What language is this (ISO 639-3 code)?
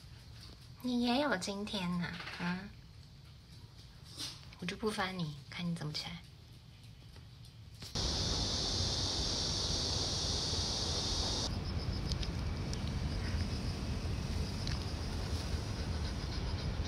zho